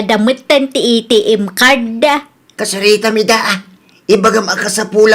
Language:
Iloko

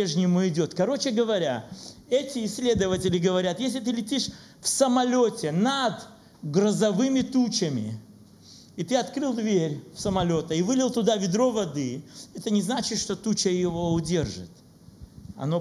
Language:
Russian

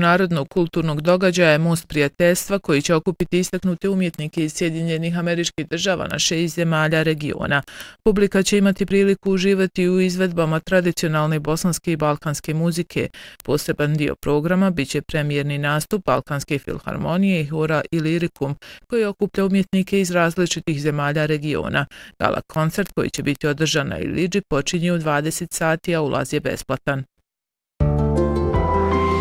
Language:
Bosnian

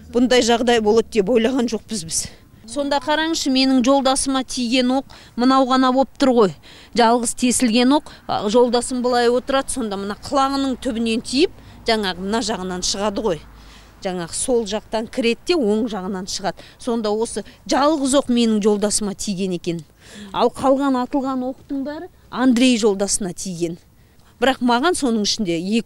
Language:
Kazakh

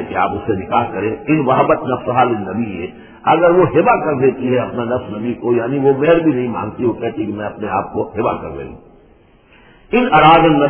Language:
Urdu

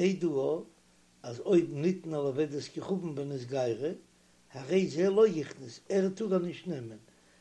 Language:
Yiddish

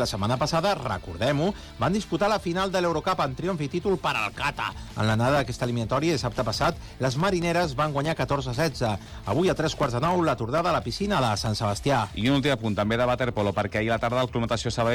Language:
Catalan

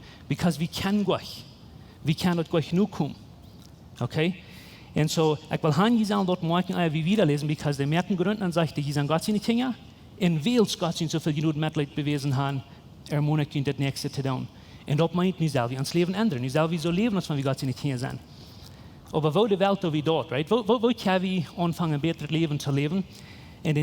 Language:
Plautdietsch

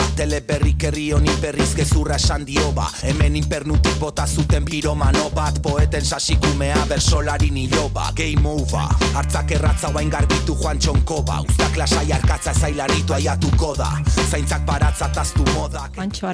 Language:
Basque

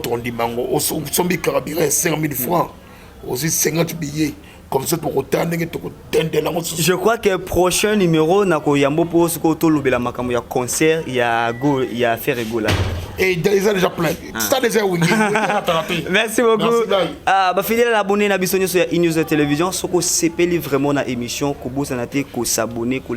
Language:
Lingala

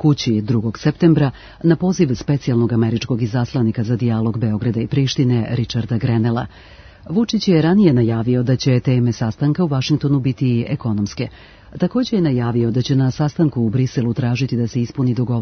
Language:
Serbian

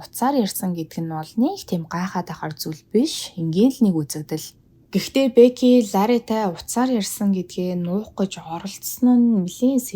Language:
Mongolian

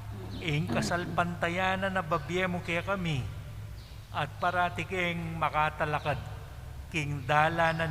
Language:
Pampanga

